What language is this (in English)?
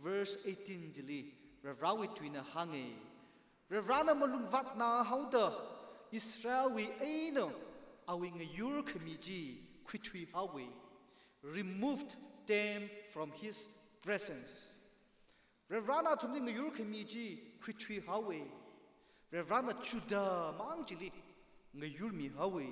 Tangkhul Naga (India)